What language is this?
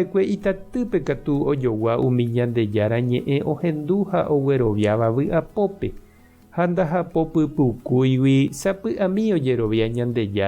Guarani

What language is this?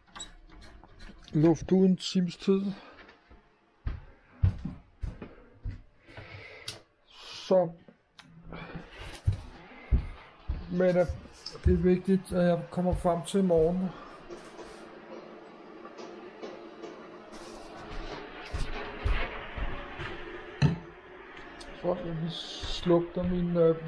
Danish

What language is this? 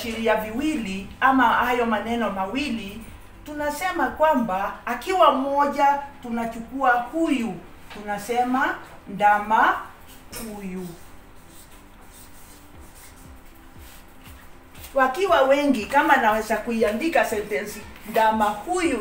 Swahili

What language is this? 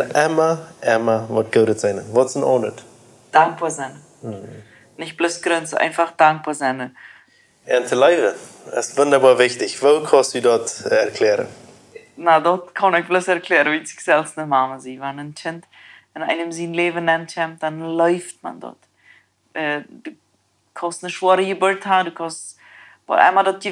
Plautdietsch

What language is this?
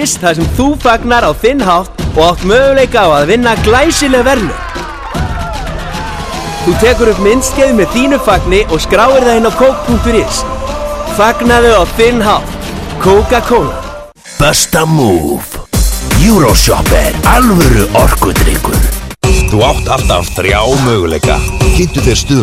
Icelandic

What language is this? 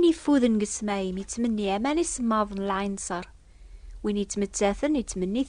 Kabyle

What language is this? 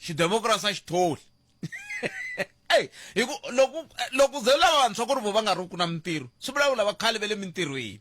Tsonga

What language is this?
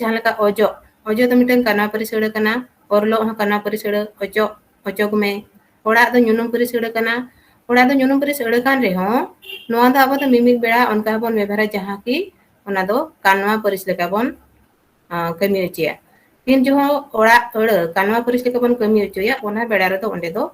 Santali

